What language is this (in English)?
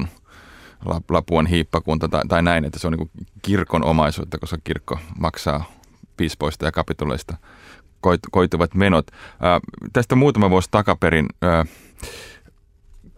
Finnish